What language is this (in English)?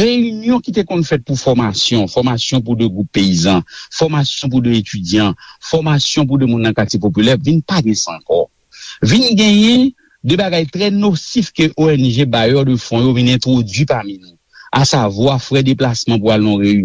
Haitian Creole